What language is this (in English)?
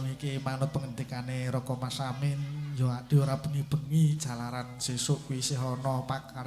Javanese